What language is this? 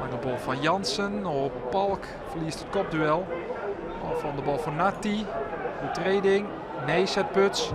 Western Frisian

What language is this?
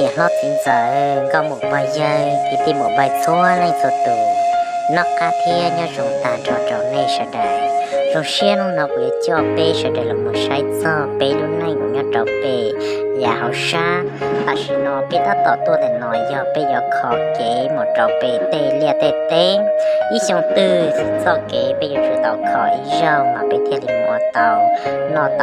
Hmong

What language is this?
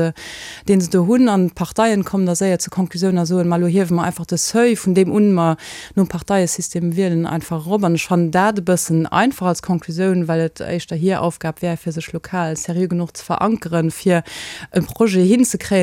Luxembourgish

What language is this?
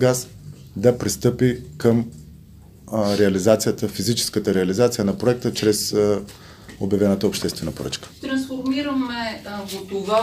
Bulgarian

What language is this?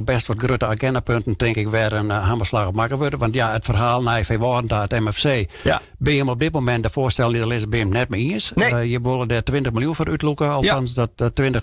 Western Frisian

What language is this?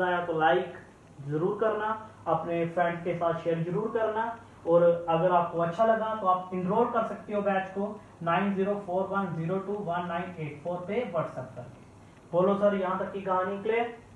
Hindi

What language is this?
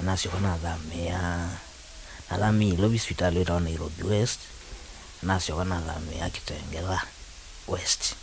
Kamba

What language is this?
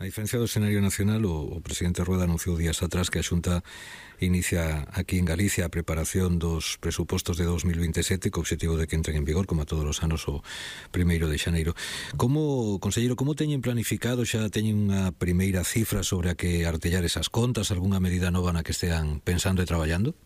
Galician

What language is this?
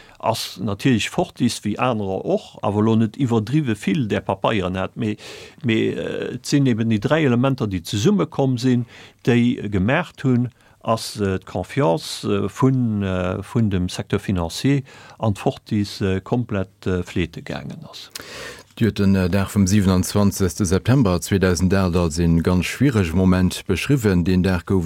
Luxembourgish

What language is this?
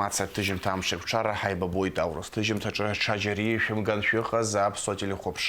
Abkhazian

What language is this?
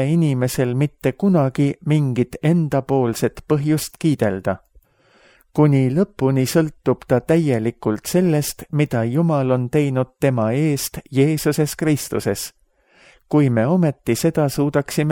Estonian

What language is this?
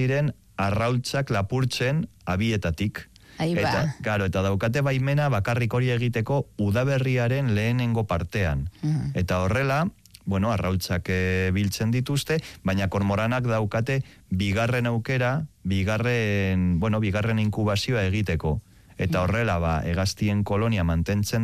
Basque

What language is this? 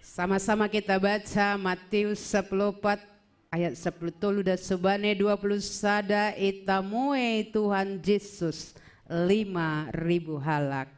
Batak Simalungun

